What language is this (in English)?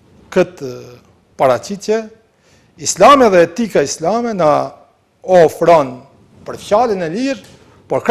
Albanian